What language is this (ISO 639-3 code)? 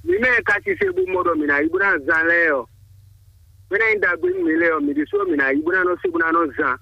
fon